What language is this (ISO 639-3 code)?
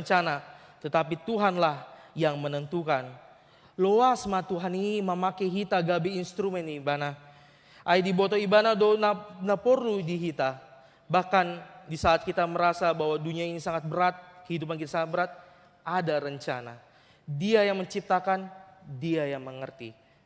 bbc